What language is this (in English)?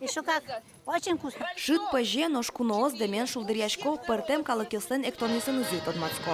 Udmurt